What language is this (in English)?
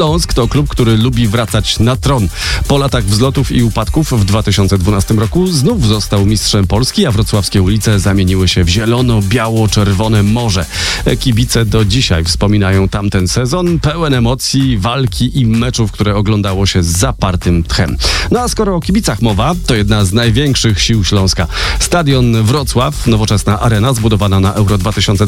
Polish